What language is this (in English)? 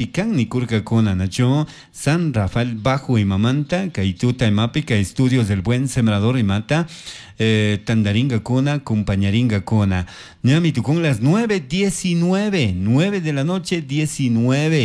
Chimborazo Highland Quichua